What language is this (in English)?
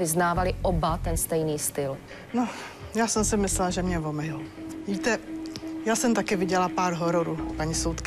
Czech